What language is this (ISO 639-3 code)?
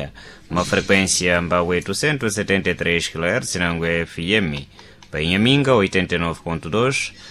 seh